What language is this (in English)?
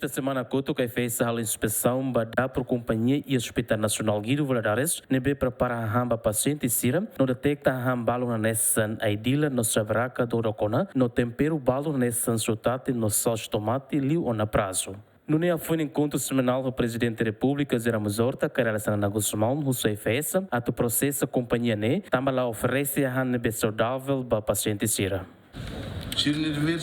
Tetum